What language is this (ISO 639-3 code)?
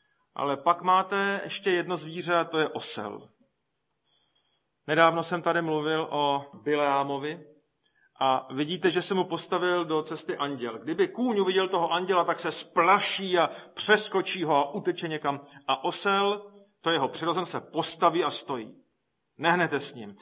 ces